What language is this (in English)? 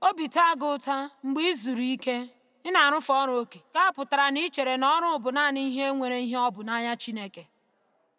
Igbo